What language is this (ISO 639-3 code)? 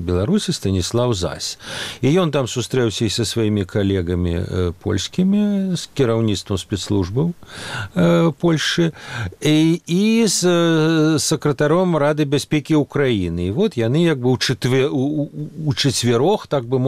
bel